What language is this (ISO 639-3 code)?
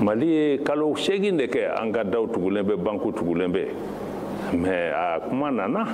bam